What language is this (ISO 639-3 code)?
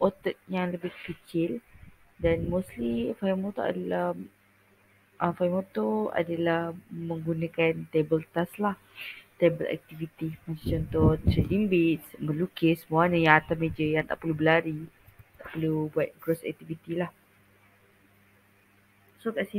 msa